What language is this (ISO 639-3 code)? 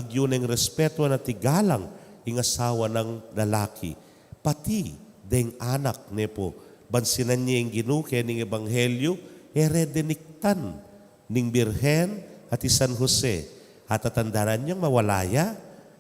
pam